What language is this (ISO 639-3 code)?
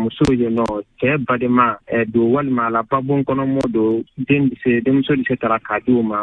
bam